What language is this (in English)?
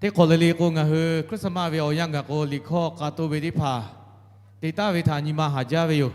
Lahu